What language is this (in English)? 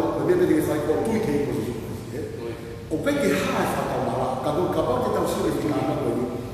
Tongan